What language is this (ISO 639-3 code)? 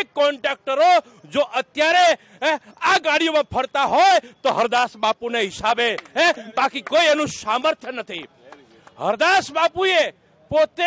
guj